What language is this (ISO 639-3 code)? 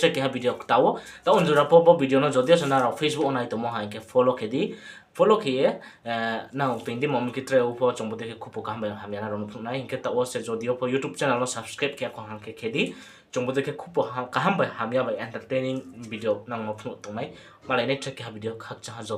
ria